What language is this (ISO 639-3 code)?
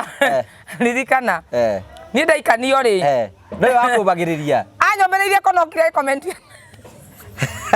kik